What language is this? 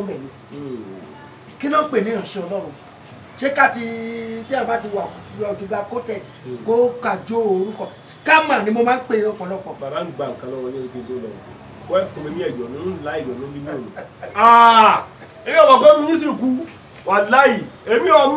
Yoruba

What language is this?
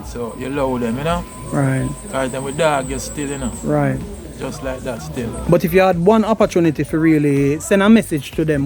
Jamaican Creole English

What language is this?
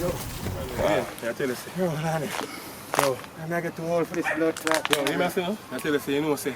Jamaican Creole English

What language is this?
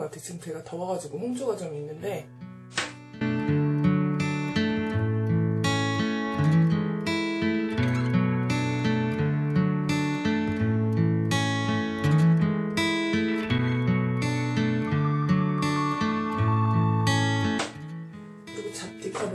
Korean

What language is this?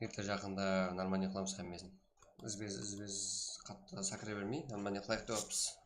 Kara-Kalpak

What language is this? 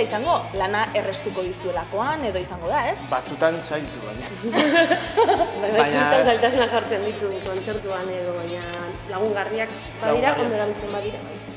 Basque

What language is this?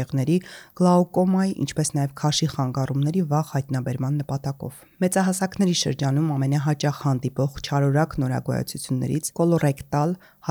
Armenian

